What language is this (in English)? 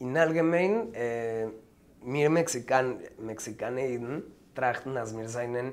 Yiddish